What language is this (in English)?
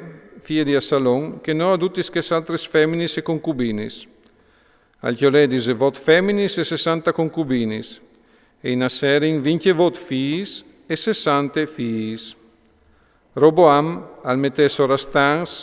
Friulian